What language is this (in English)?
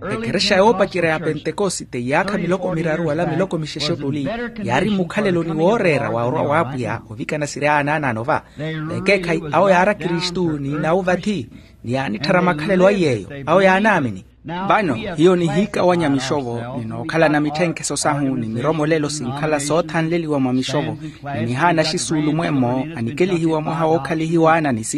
Makhuwa